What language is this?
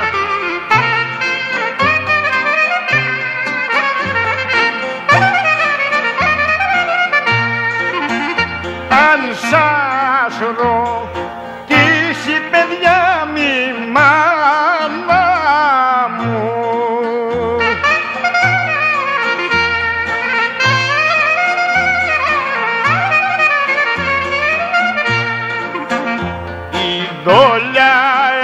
Greek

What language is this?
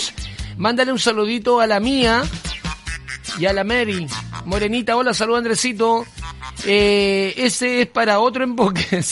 Spanish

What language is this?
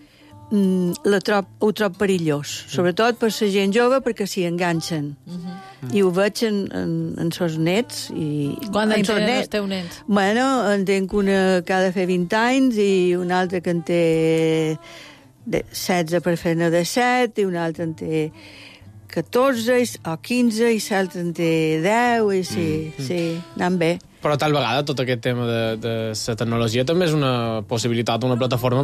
Catalan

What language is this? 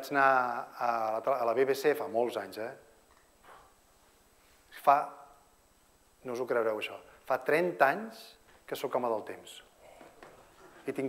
Catalan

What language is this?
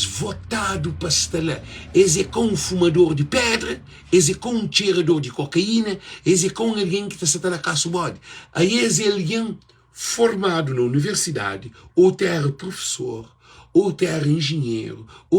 Kabuverdianu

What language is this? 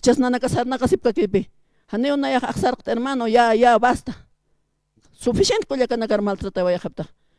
Aymara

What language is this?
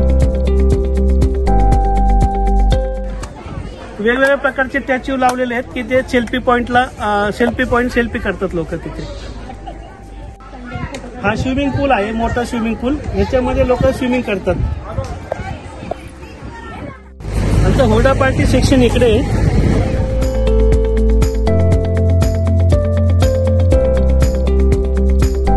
Marathi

